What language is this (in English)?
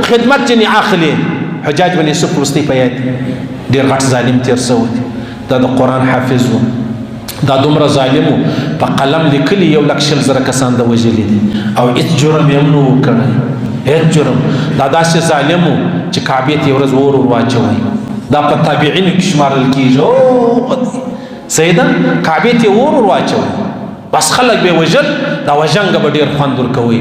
Pashto